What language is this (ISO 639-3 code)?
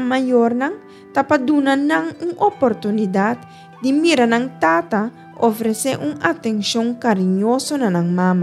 pap